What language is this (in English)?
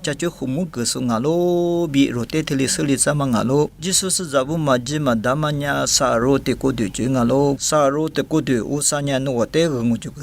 Lisu